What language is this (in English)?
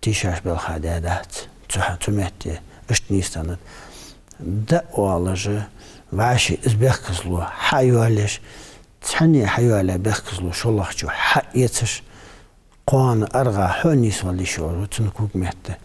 Ingush